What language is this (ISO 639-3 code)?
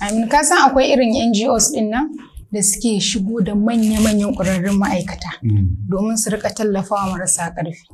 hau